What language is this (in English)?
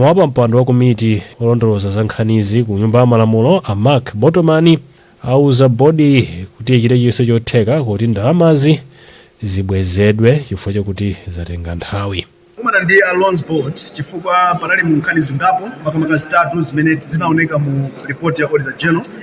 Nyanja